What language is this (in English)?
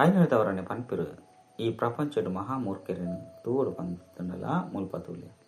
Tulu